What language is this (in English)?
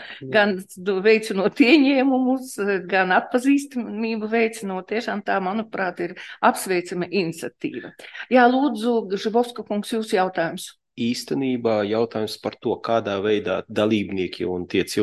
Latvian